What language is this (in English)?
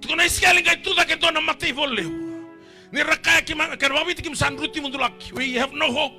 Fijian